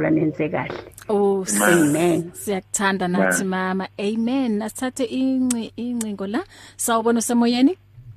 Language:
English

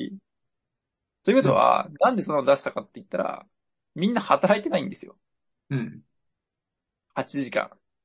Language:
Japanese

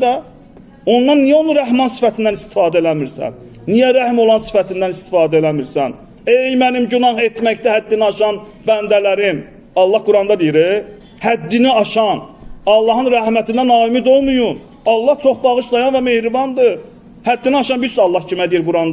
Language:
Azerbaijani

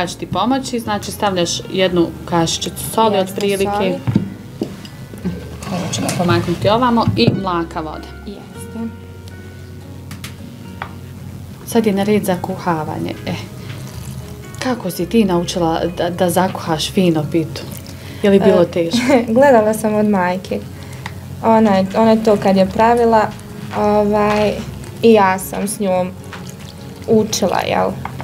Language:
Bosnian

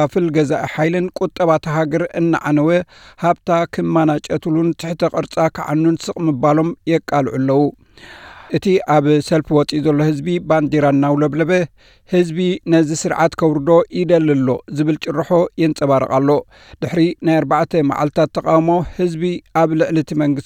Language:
Tigrinya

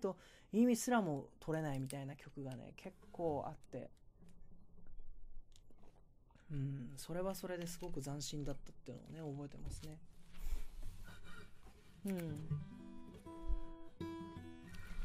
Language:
Japanese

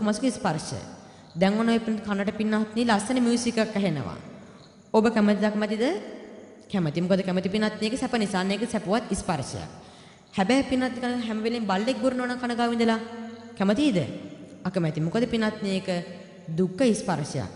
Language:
Sinhala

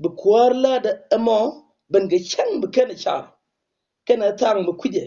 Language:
Nuer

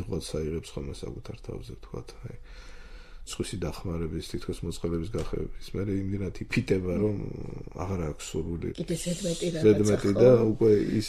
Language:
Georgian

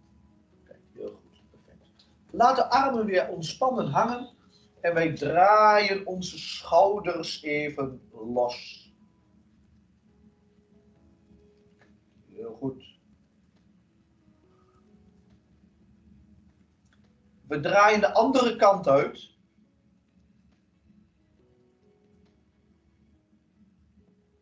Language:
Dutch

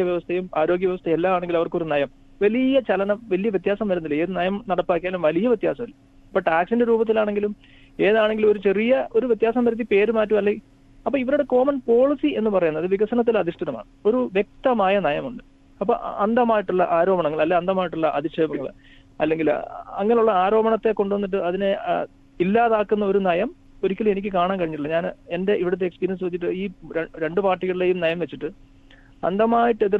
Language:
Malayalam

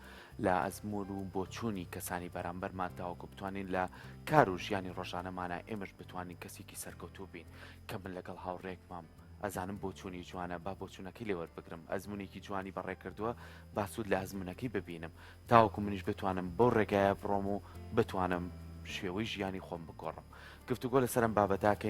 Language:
Central Kurdish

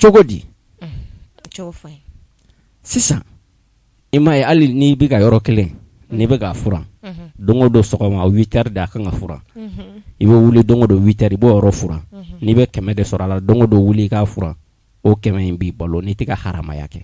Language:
Bambara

